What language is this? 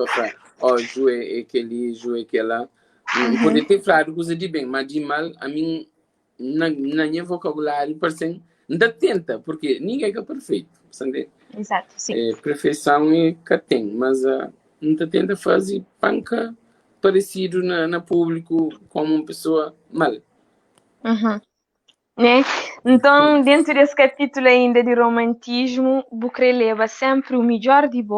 Kabuverdianu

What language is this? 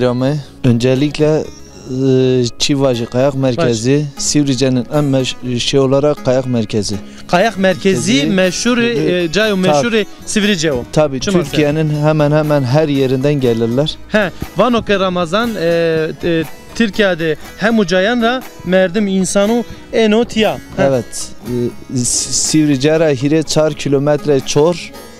Zaza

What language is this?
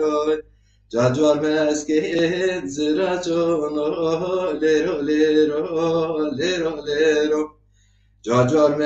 Zaza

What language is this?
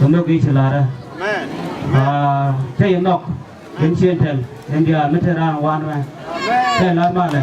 Nuer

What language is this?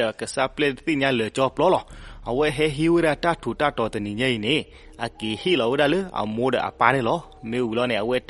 S'gaw Karen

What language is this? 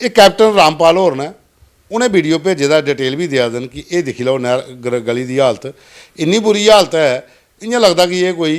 Dogri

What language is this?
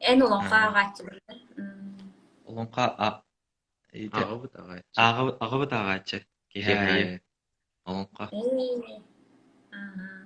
Yakut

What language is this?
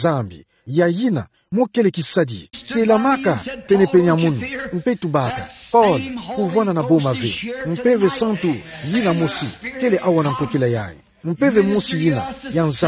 Kituba (Democratic Republic of Congo)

